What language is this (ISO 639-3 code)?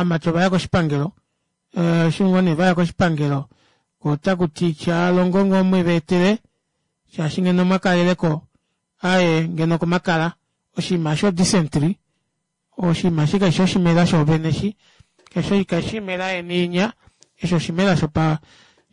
kua